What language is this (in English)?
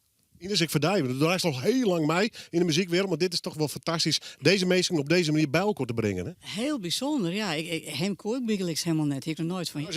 Western Frisian